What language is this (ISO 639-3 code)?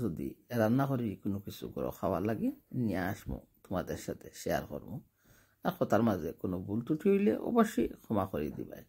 syl